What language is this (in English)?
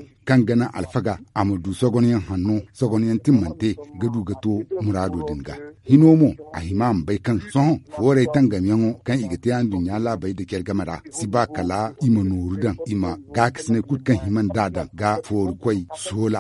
Zarma